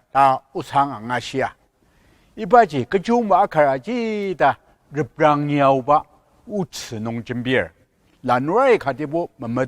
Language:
Ao Naga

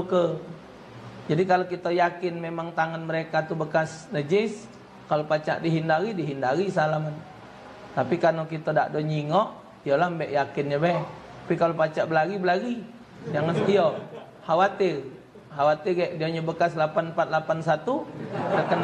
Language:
Musi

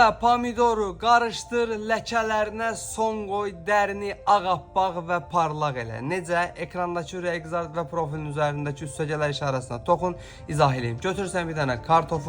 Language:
Azerbaijani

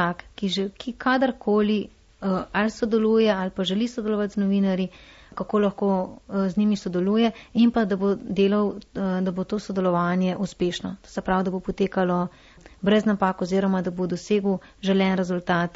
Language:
Slovenian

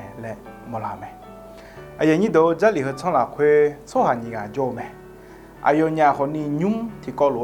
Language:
Akha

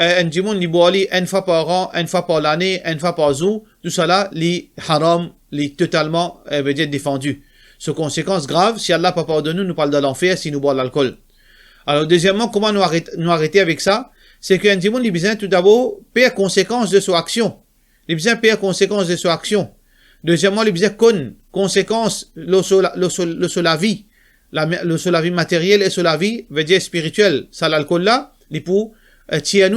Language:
Morisyen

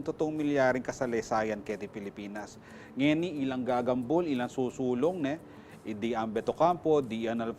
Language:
Pampanga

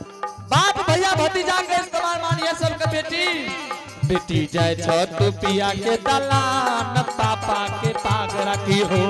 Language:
Angika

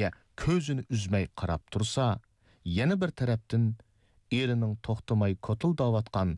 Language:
Uyghur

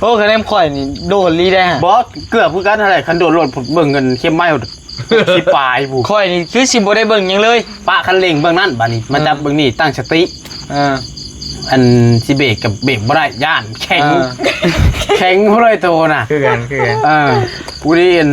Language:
Lao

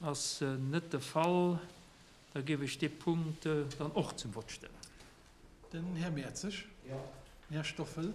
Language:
Luxembourgish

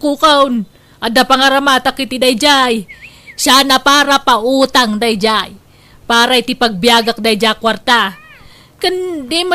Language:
Iloko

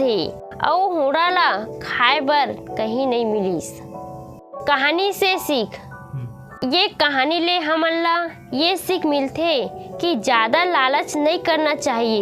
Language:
Chhattisgarhi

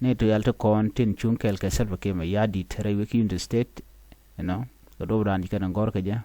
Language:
Nuer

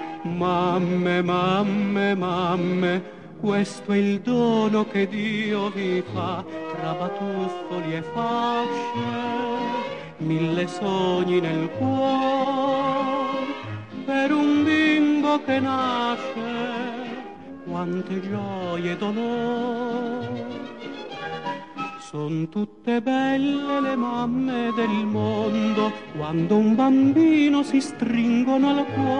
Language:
Italian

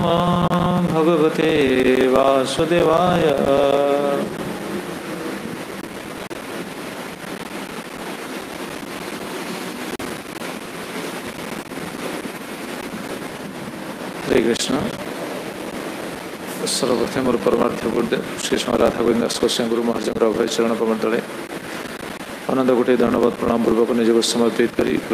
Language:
Odia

